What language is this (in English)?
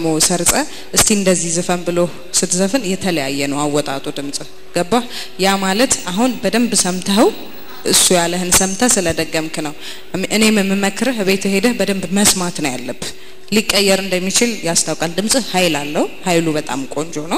Amharic